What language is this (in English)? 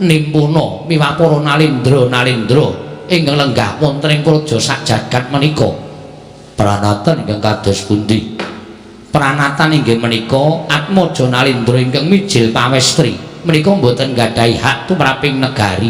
Javanese